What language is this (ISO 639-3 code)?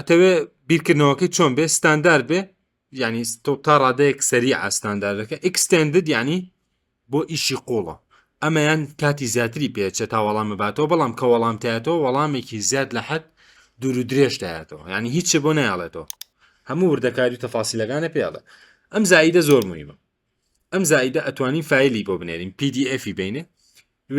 ckb